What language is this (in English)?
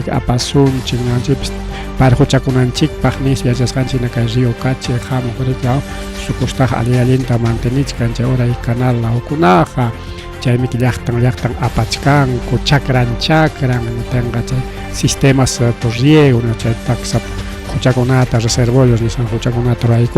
Ayacucho Quechua